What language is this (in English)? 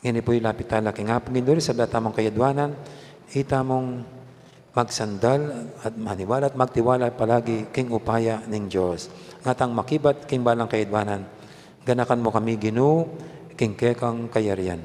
Pampanga